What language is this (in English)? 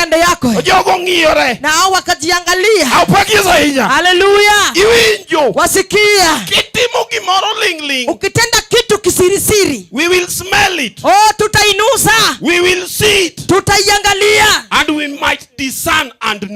Luo (Kenya and Tanzania)